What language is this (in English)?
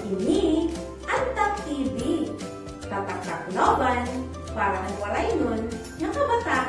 Waray